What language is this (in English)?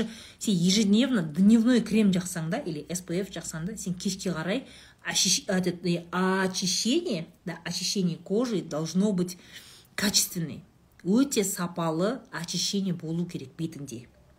Kazakh